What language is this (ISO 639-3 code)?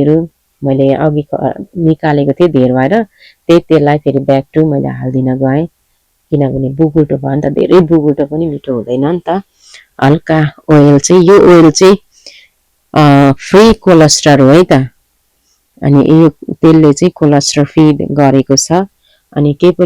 nep